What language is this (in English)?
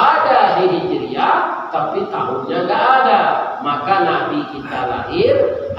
Minangkabau